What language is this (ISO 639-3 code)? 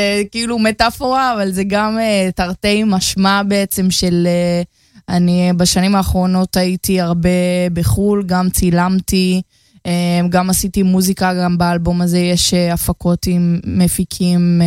heb